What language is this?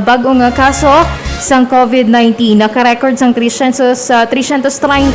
Hiligaynon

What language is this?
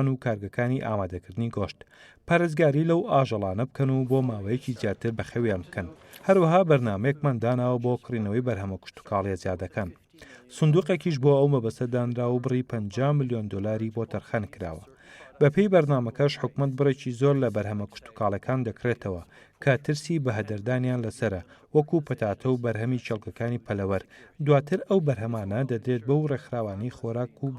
Central Kurdish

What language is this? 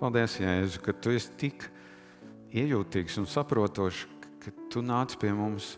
Latvian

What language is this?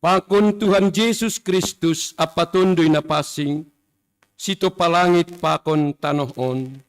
Batak Simalungun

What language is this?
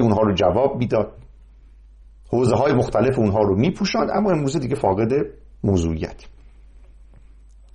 Persian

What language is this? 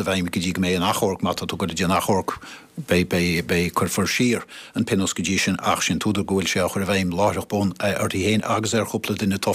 Irish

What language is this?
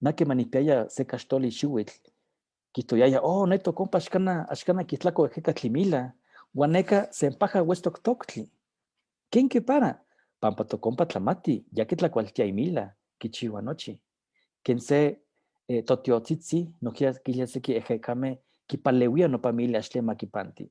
Eastern Huasteca Nahuatl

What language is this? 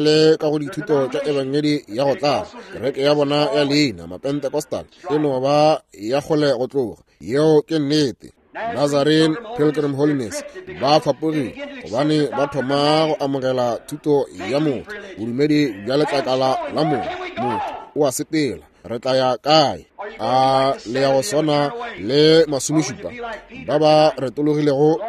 Northern Sotho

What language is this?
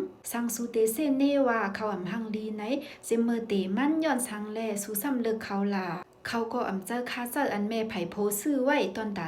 Shan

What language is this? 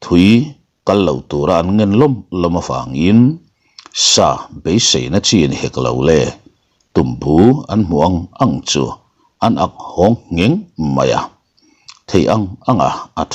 Mizo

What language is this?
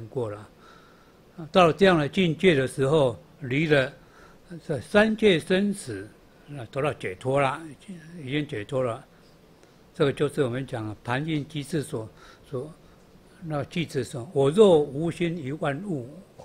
Chinese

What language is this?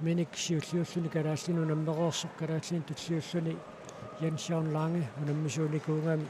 Kalaallisut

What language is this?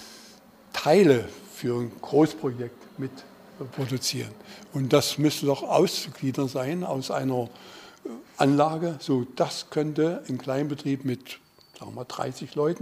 German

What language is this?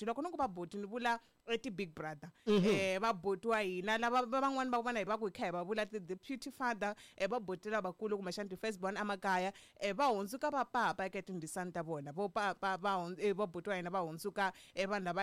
Tsonga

